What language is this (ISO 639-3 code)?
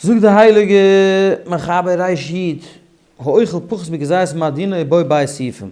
yid